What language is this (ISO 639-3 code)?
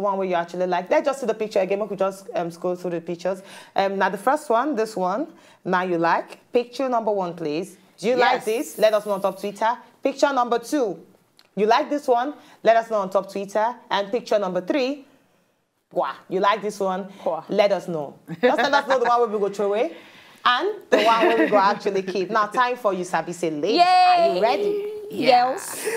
pcm